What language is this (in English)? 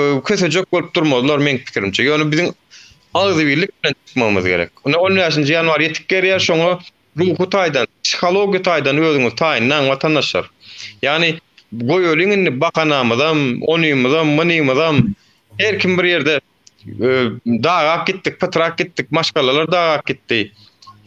Turkmen